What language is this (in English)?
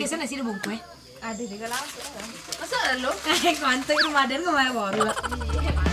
Minangkabau